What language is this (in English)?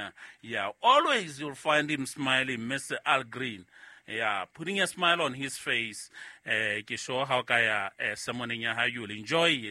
Southern Sotho